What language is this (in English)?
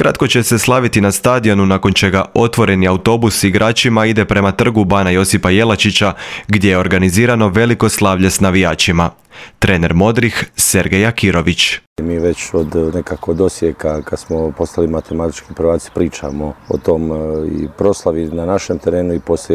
Croatian